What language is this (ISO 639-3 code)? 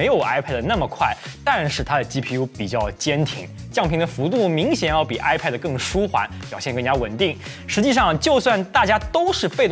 zho